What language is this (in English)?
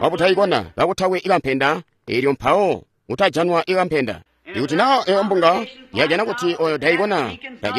Tonga (Zambia)